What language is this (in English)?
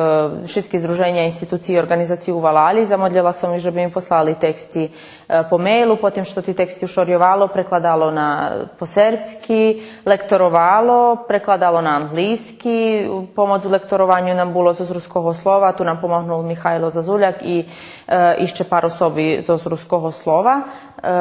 Rusyn